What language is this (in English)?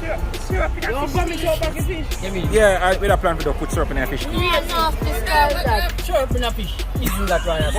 Jamaican Creole English